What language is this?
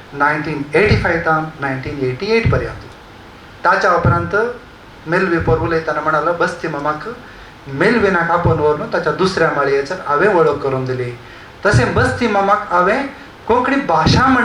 Konkani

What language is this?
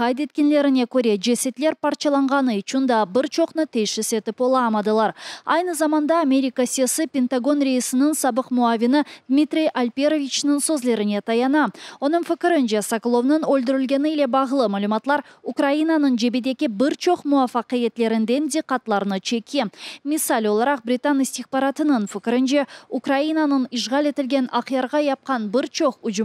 Crimean Tatar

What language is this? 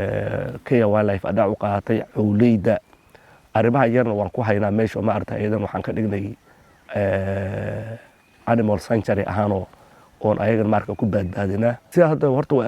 Somali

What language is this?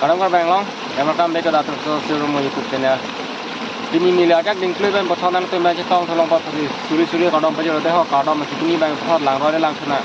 Karbi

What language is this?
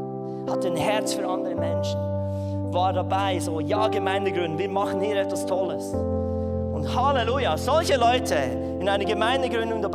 Swiss German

